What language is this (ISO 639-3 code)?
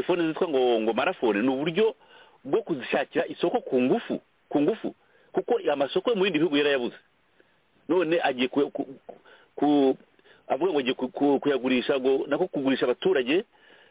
kin